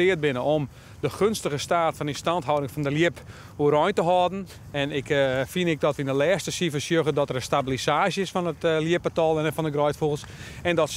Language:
Western Frisian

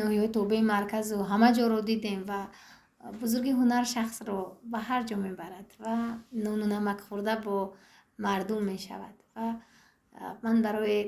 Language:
Tajik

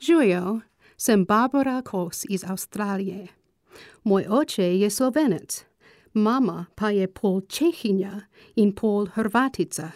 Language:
Slovenian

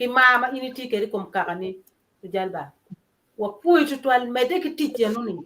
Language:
Acoli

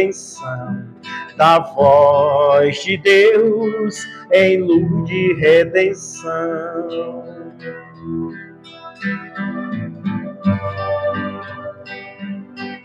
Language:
Portuguese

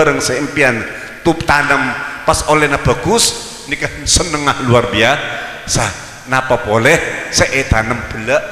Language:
Madurese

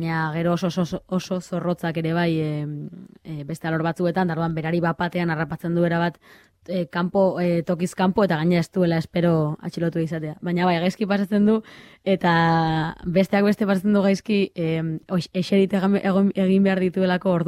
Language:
Basque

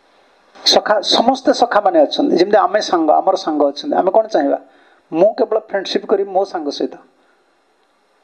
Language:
Odia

